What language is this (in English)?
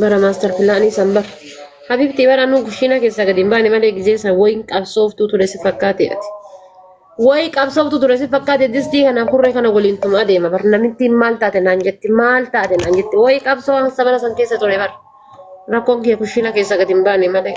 Oromo